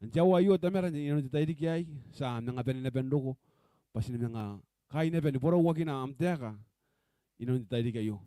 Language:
Gilbertese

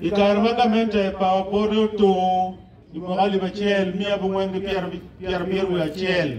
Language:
Acoli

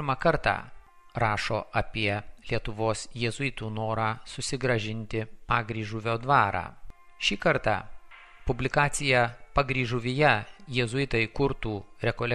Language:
Lithuanian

